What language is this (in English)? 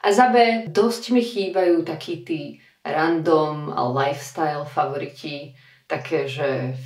Slovak